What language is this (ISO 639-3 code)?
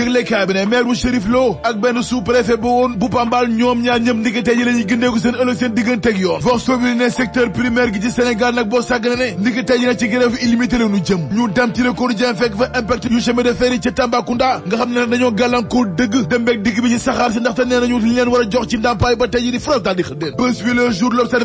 wol